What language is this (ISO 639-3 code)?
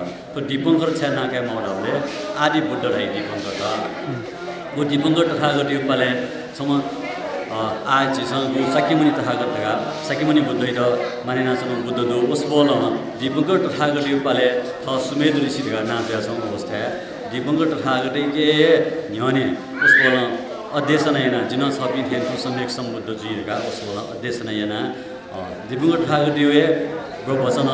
new